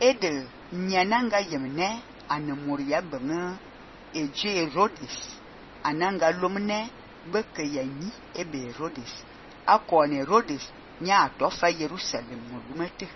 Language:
Fang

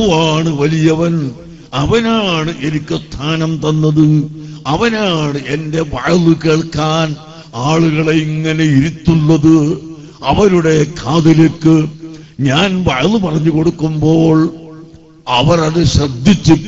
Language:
Malayalam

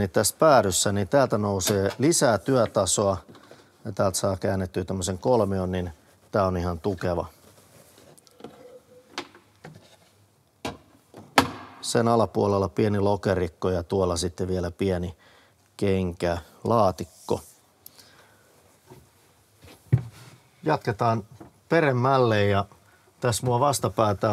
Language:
Finnish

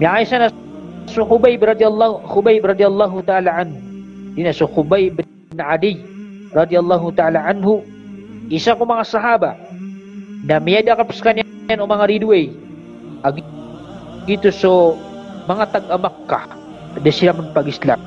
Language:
Maranao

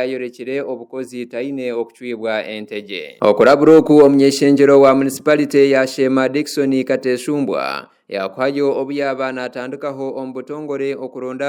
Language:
Nyankole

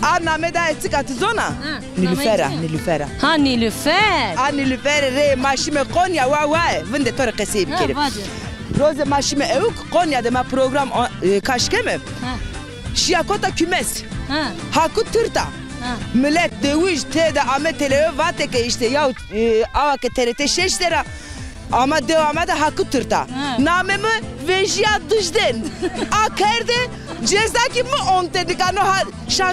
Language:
Zaza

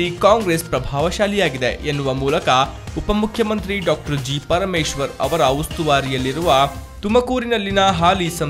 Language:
Kannada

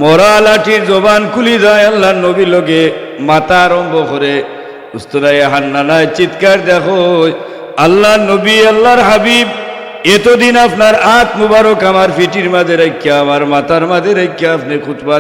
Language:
Sylheti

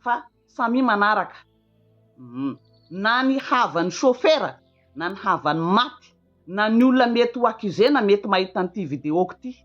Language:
Malagasy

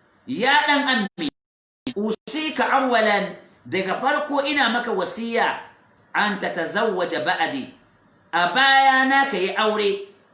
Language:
Hausa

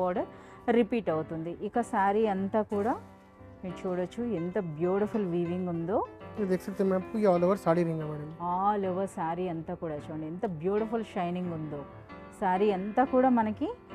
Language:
Telugu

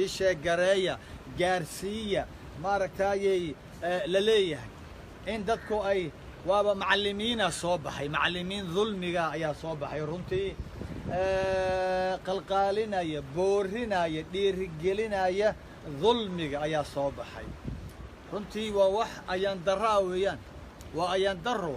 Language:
Somali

